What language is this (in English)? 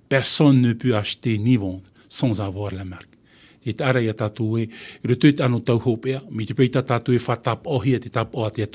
Tahitian